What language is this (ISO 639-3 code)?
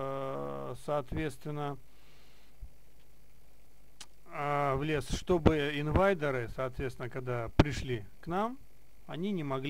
rus